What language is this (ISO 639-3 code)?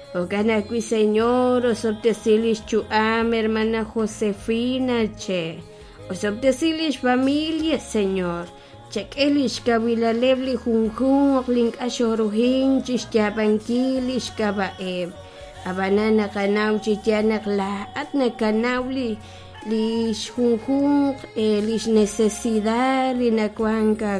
kek